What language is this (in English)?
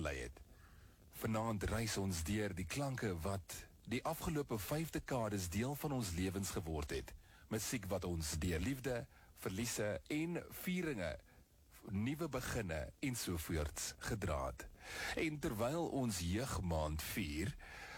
Afrikaans